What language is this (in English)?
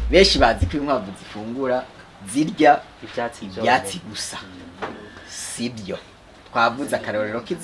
Rundi